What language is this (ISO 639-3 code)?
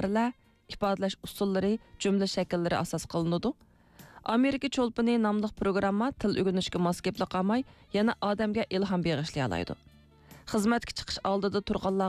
uig